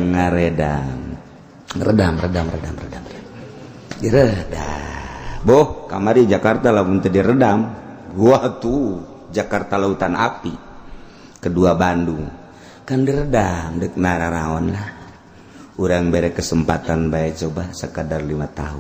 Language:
Sundanese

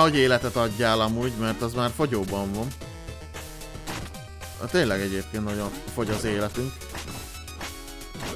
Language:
Hungarian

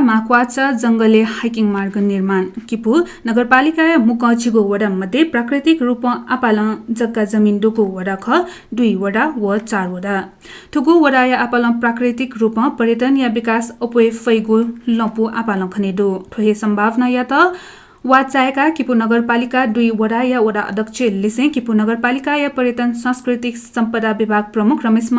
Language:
Newari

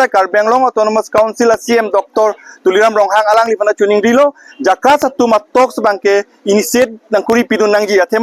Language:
Karbi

